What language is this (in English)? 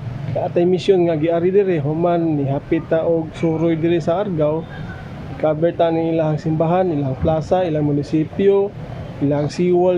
Cebuano